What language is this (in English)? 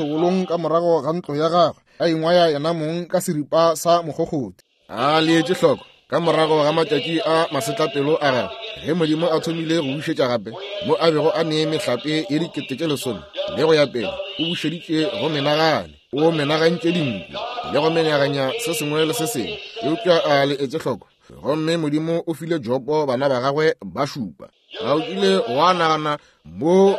Northern Sotho